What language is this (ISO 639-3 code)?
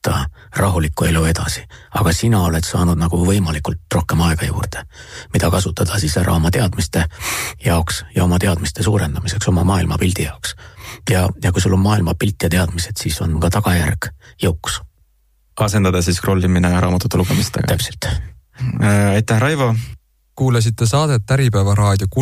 est